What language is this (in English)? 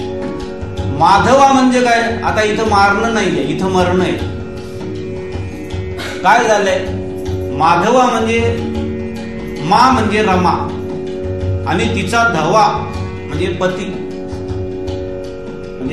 Marathi